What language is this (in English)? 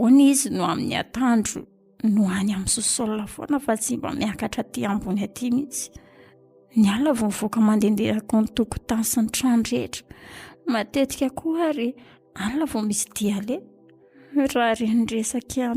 Malagasy